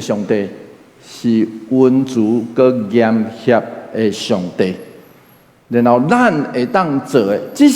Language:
Min Nan Chinese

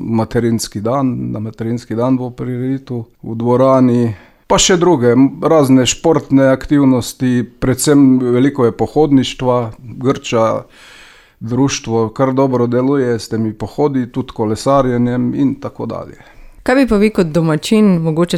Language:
Slovenian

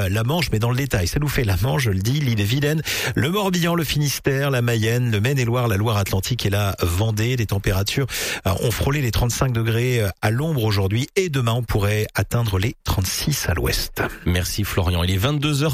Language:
French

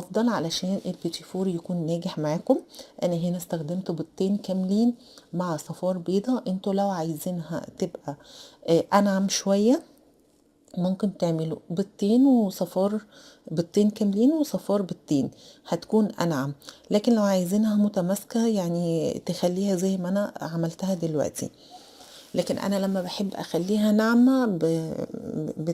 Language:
Egyptian Arabic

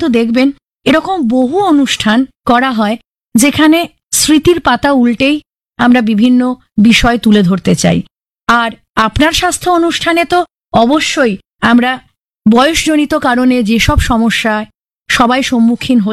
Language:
Bangla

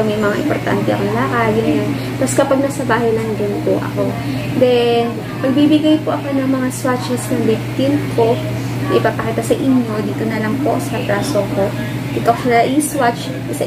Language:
Filipino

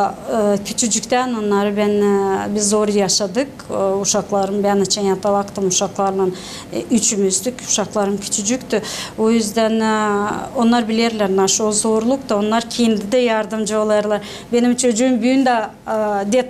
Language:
Gagauz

